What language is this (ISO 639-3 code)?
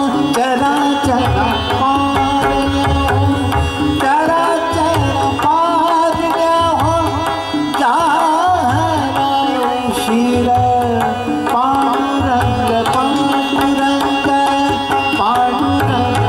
mar